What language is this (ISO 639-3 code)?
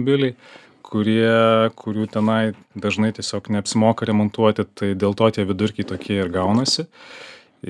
lit